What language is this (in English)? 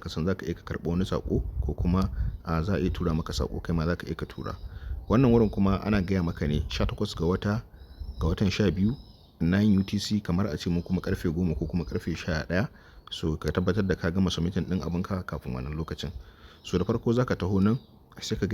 Hausa